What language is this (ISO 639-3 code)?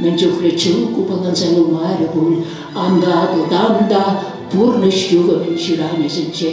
chv